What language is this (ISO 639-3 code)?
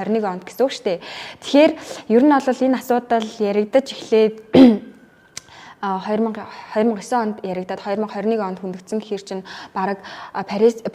mon